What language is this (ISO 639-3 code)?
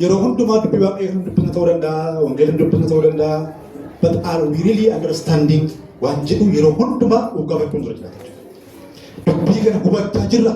orm